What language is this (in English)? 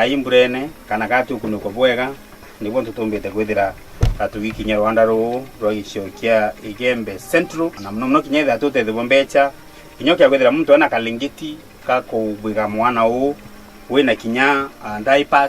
Meru